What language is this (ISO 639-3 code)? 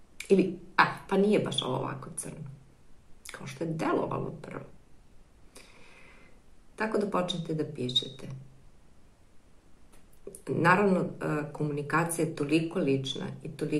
srp